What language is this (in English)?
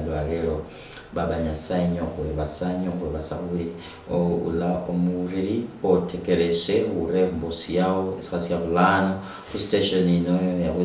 Luyia